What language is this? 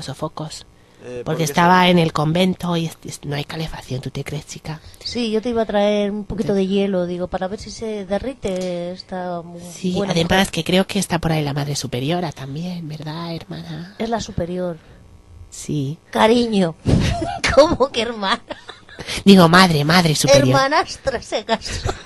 Spanish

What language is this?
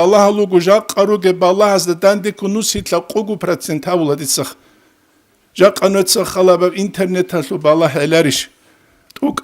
Avaric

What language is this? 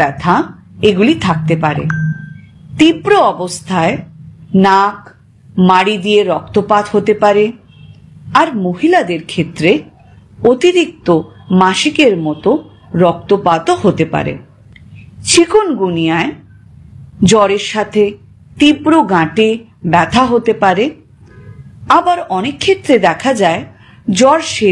Bangla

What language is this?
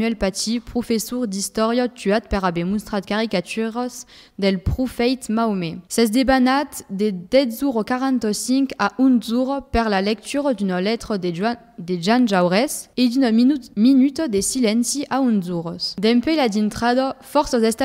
Occitan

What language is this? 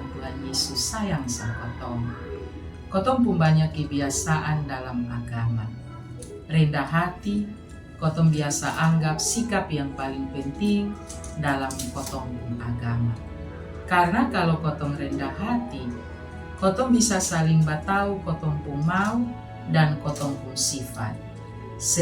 Kupang Malay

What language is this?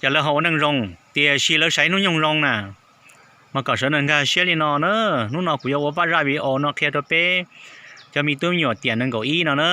Hmong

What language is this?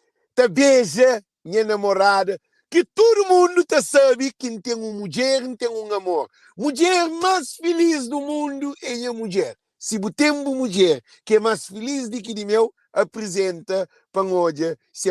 Kabuverdianu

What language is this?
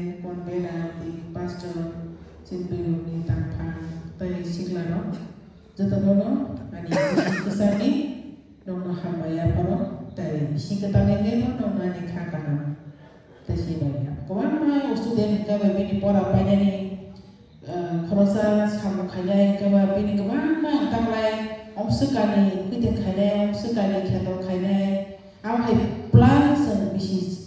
Kok Borok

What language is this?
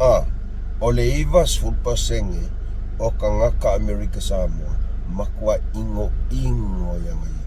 Samoan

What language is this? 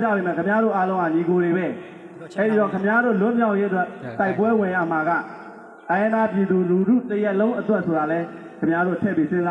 Burmese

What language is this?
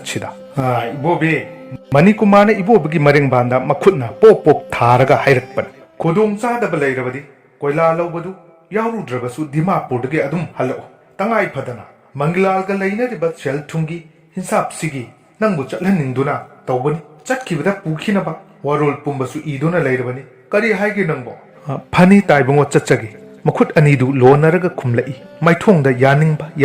Manipuri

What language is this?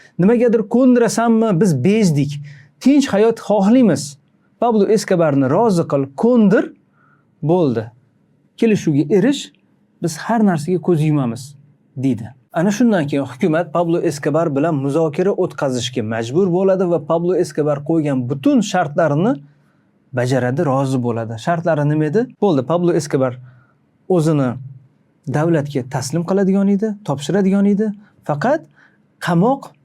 Uzbek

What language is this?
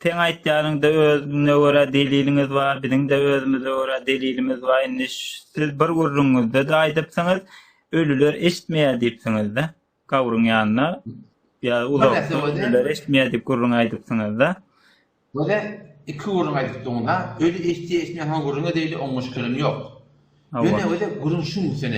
Turkmen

